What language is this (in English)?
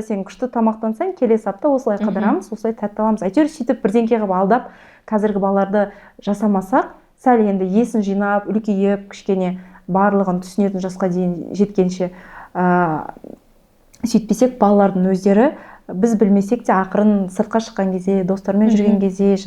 Kazakh